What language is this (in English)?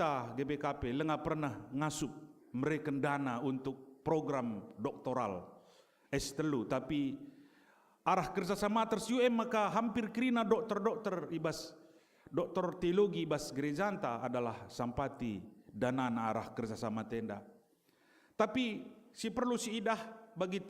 Batak Karo